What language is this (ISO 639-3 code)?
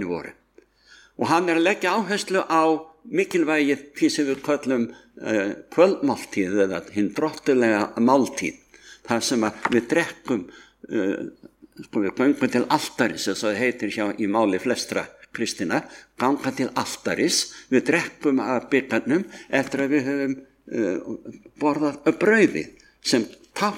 isl